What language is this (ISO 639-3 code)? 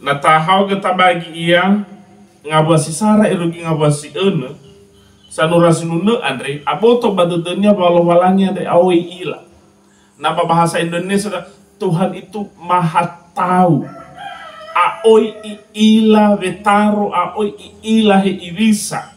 nia